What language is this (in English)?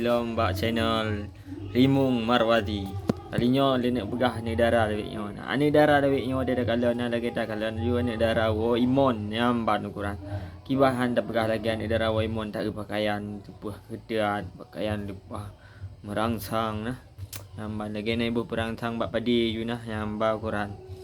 Achinese